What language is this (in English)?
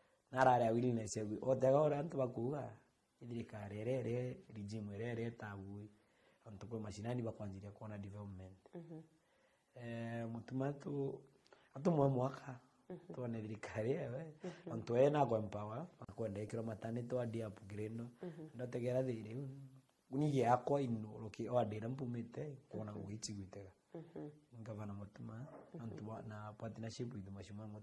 Meru